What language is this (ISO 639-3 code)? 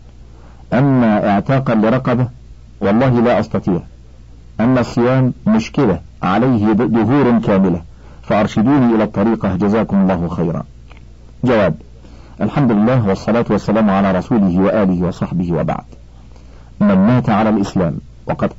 ara